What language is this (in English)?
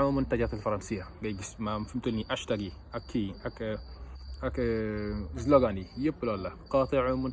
Wolof